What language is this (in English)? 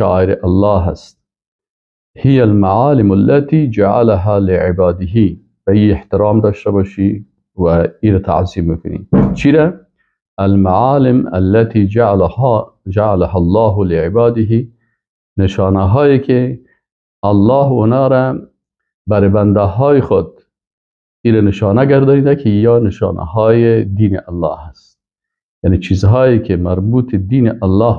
Persian